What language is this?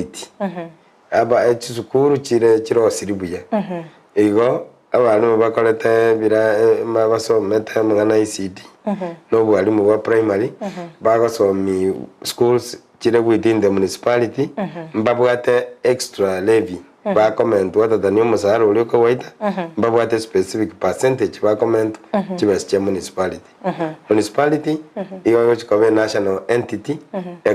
Gusii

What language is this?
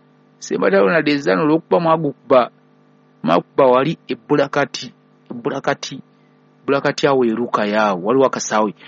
Ganda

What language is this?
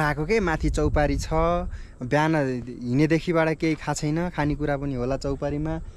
Nepali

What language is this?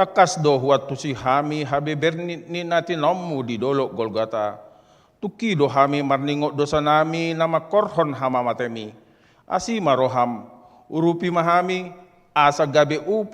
Batak Toba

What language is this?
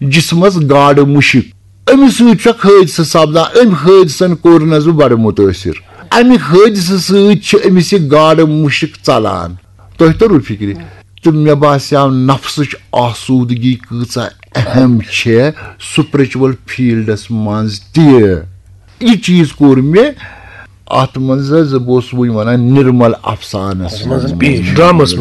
Kashmiri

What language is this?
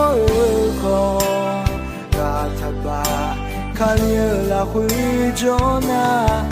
Akha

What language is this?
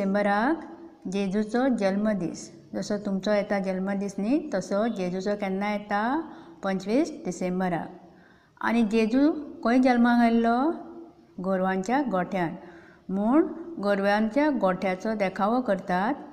Konkani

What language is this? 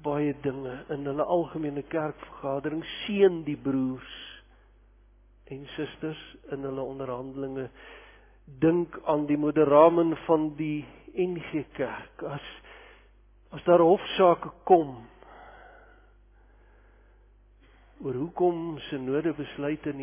Afrikaans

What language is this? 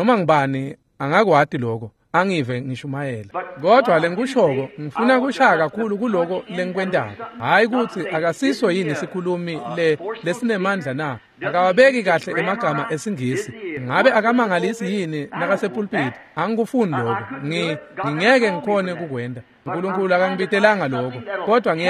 Swati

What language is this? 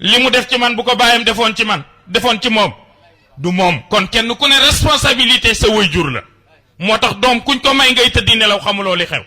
Wolof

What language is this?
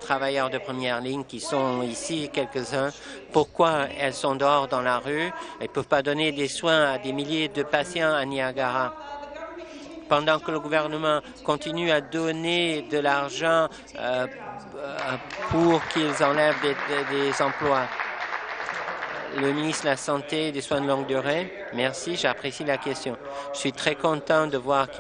French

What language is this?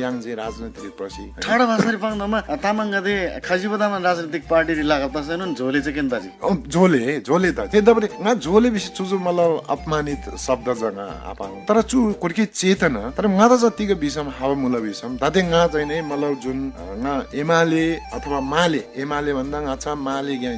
Eastern Tamang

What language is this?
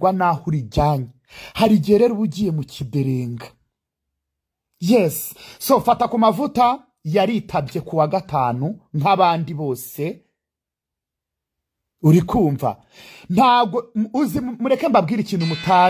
Kinyarwanda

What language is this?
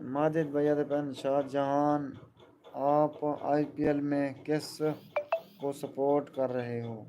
Saraiki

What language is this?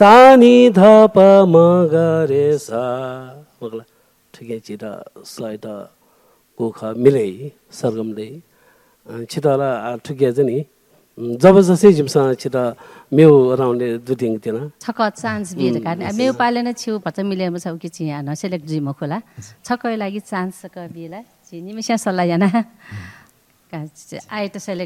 Newari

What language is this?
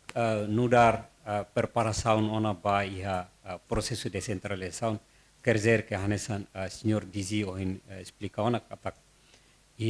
Tetum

